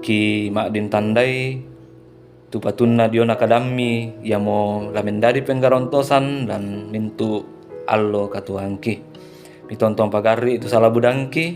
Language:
Toraja-Sa'dan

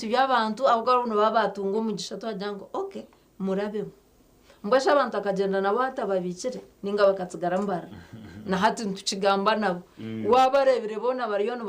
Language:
Nyankole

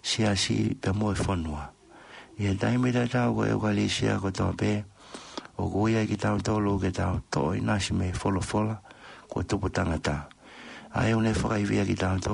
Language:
Tongan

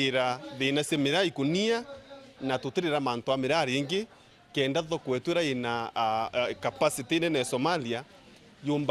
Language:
Meru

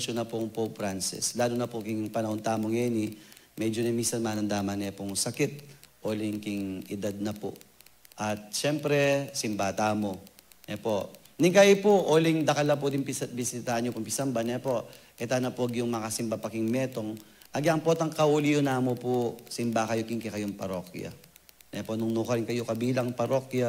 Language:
Pampanga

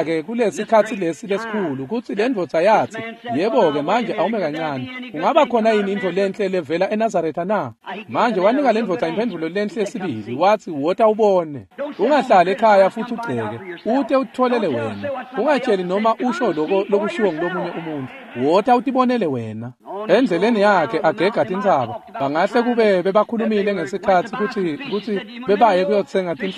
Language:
Swati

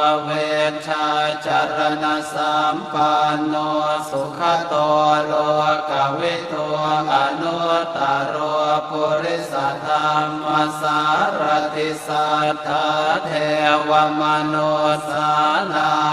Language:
Pali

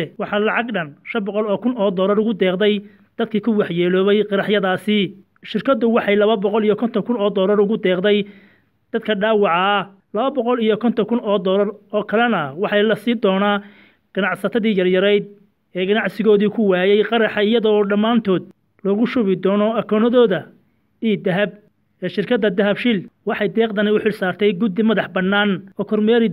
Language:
Somali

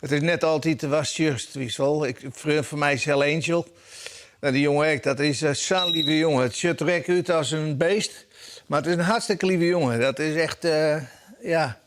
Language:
Western Frisian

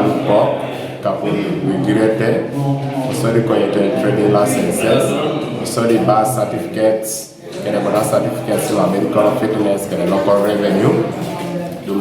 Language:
Teso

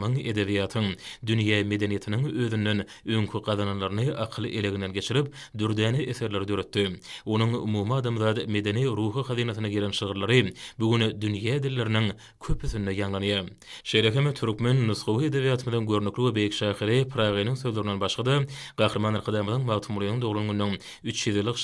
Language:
Turkmen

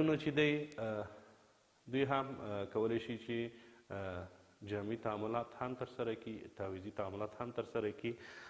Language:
Pashto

